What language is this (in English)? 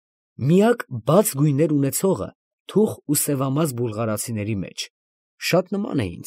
Armenian